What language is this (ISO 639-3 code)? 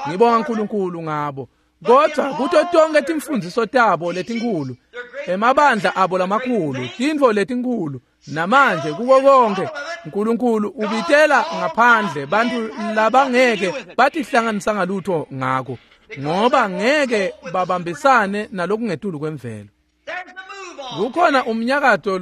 ssw